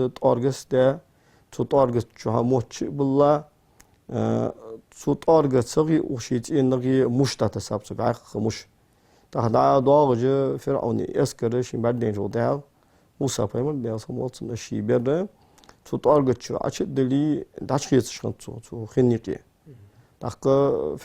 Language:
Ingush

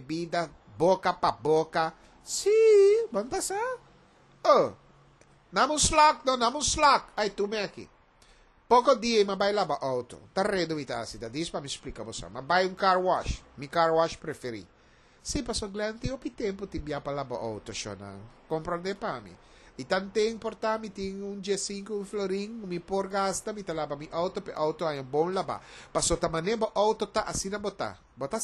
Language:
Papiamento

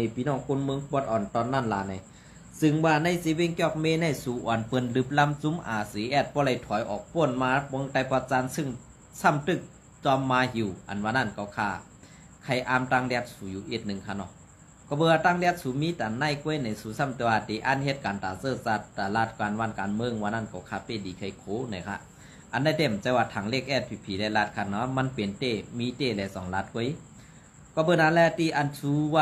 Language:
Shan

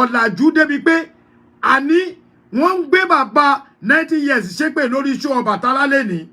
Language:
Yoruba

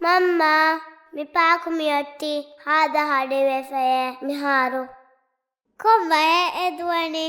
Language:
Divehi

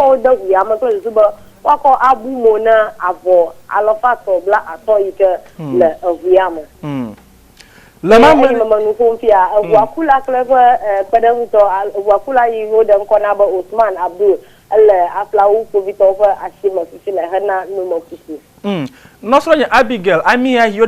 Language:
Ewe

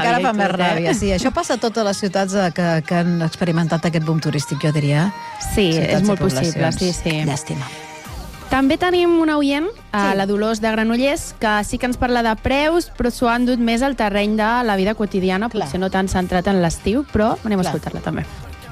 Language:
Catalan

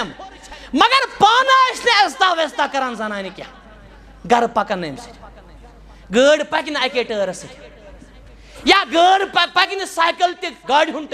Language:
Kashmiri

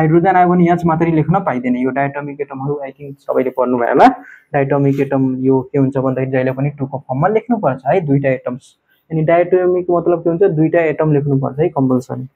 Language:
Nepali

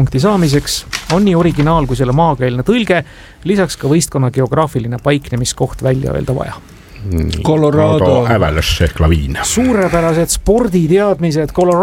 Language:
Estonian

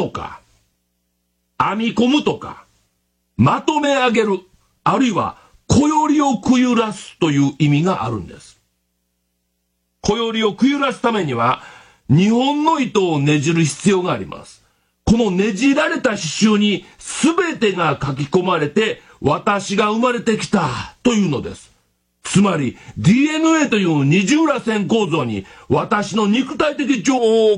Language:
Japanese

